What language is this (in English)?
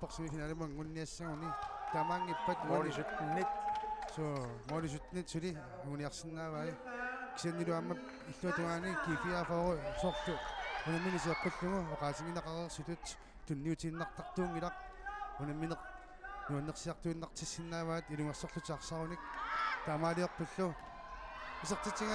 Kalaallisut